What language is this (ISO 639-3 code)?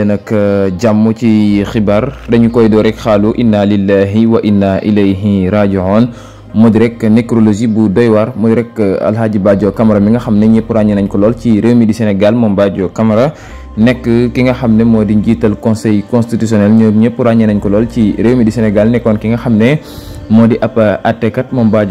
wol